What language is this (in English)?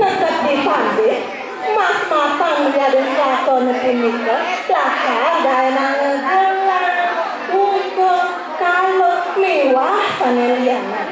Balinese